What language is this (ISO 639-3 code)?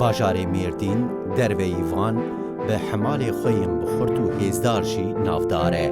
kur